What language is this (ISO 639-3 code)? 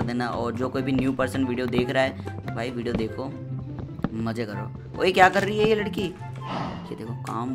hin